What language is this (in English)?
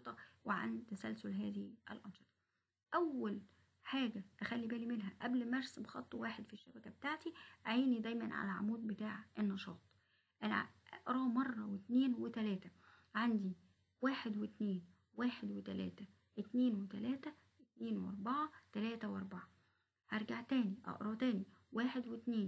Egyptian Arabic